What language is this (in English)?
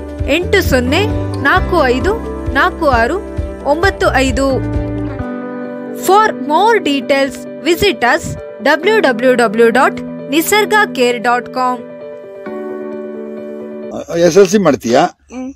Kannada